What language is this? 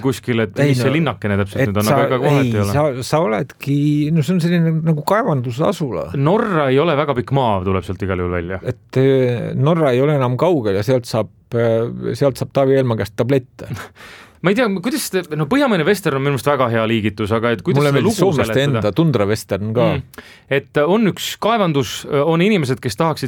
Estonian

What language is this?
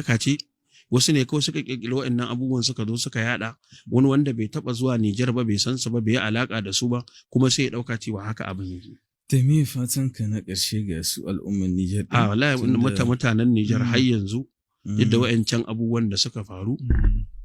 Hausa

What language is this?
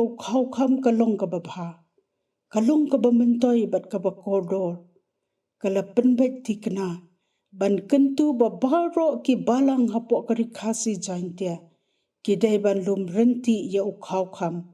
Khasi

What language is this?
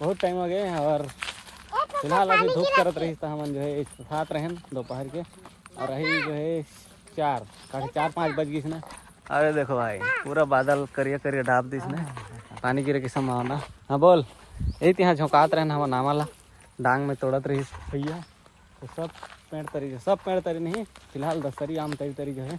Chhattisgarhi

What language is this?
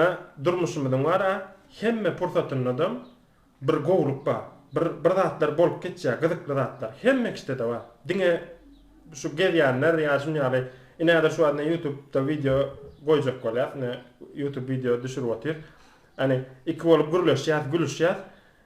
Turkmen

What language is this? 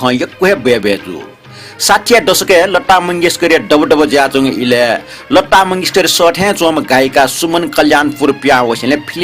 Newari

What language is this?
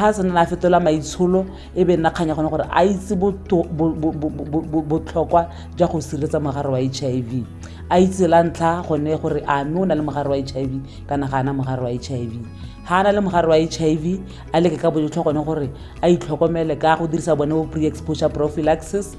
Tswana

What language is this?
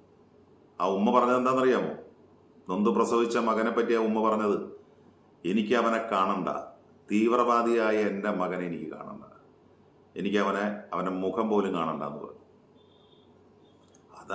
Malayalam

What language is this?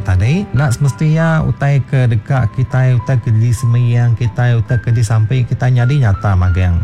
Iban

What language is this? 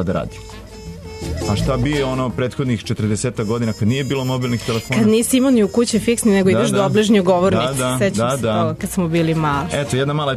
Serbian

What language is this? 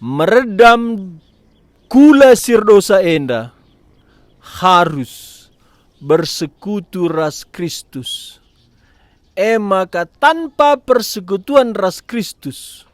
Batak Karo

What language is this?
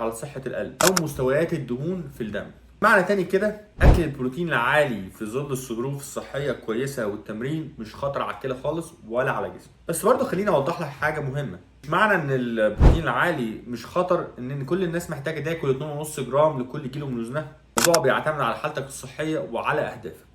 Egyptian Arabic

